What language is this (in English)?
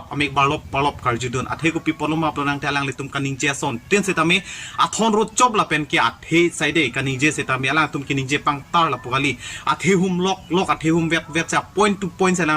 Karbi